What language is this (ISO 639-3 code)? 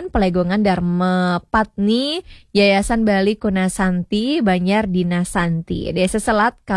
ban